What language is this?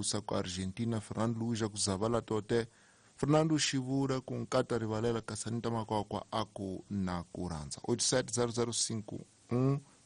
Tsonga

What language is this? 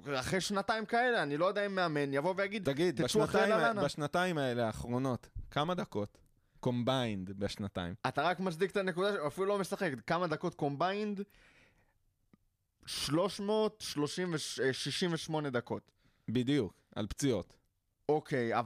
Hebrew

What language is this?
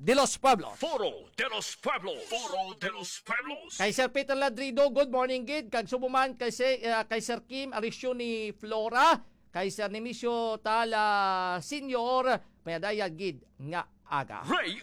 Hiligaynon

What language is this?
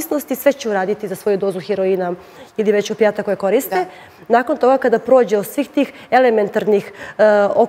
Serbian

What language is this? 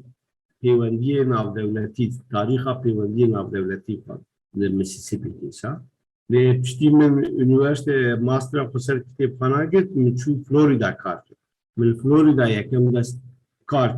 Kurdish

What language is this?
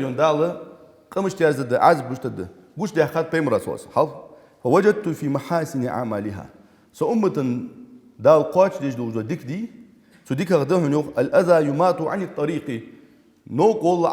Ingush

